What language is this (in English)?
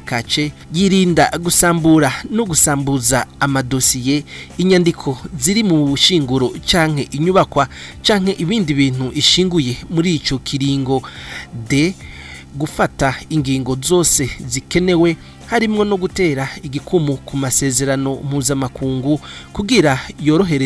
Rundi